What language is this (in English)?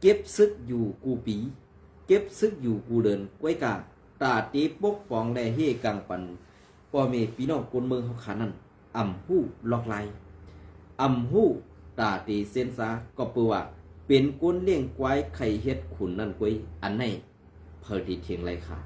Shan